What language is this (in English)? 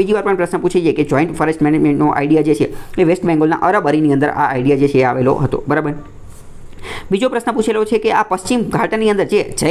Gujarati